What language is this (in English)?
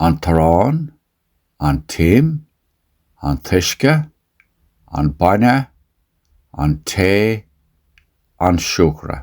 Irish